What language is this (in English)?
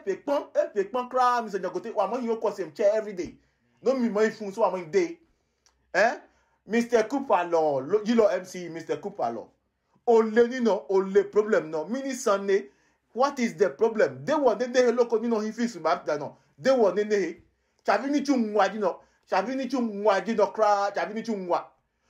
Adangme